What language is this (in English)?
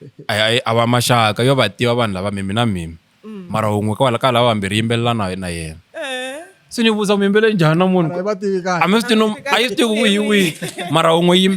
Tsonga